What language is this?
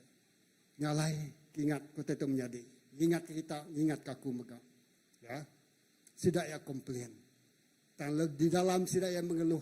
Iban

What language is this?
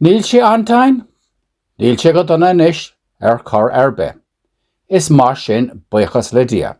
Irish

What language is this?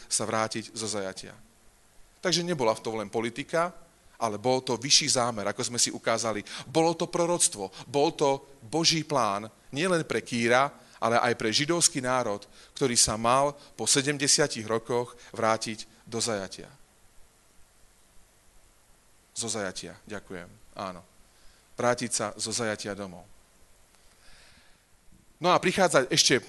Slovak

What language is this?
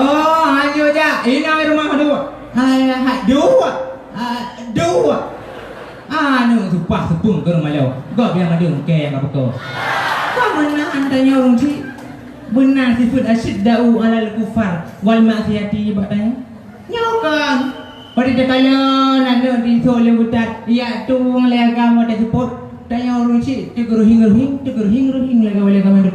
Achinese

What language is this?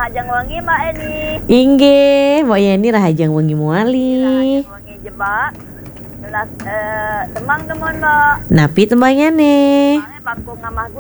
Balinese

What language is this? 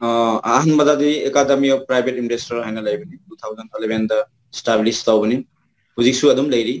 Manipuri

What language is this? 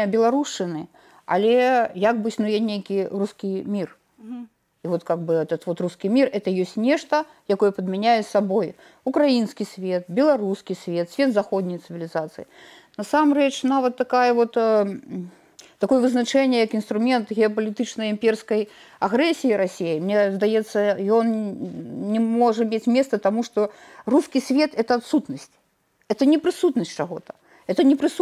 Belarusian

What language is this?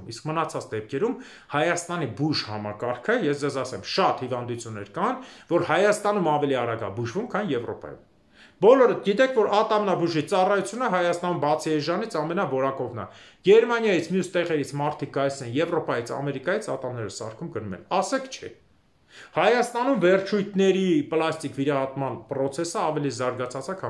Armenian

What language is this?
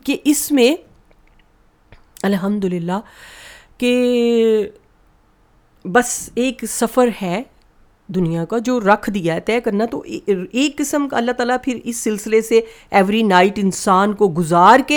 Urdu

